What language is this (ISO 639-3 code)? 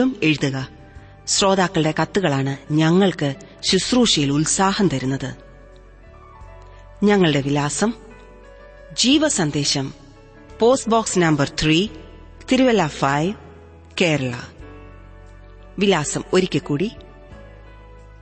mal